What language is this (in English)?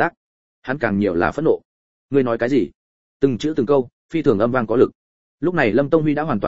Vietnamese